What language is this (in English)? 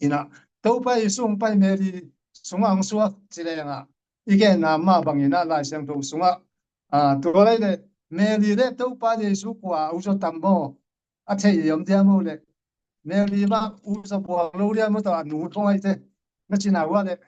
Tedim Chin